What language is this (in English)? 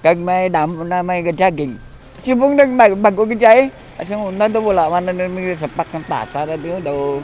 Hiligaynon